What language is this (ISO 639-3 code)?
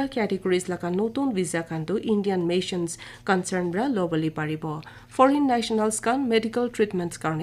nag